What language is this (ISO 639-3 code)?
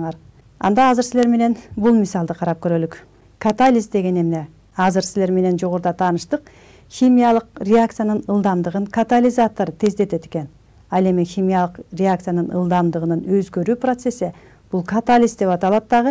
kir